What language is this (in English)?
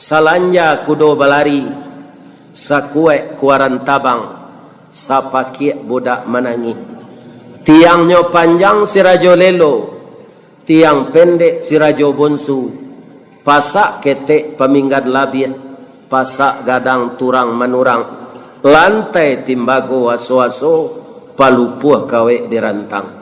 Minangkabau